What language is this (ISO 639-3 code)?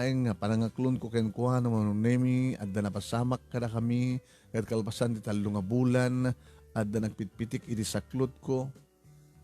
ilo